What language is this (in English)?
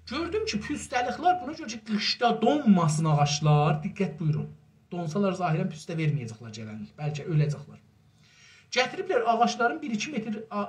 South Azerbaijani